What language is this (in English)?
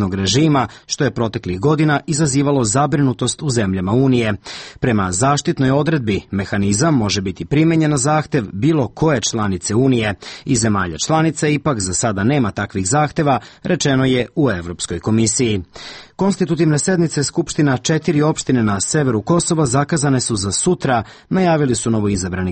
Serbian